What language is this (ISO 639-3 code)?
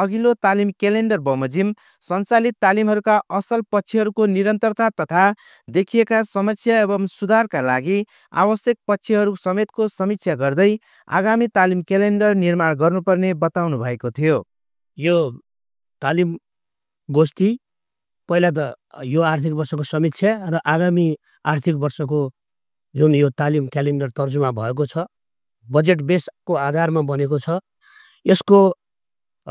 nep